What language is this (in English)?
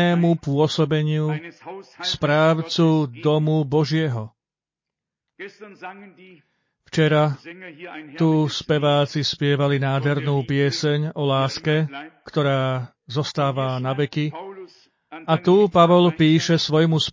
Slovak